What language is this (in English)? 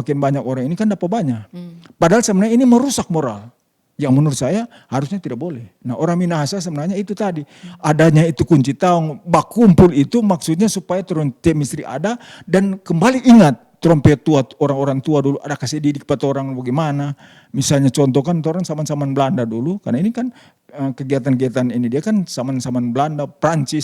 Manado Malay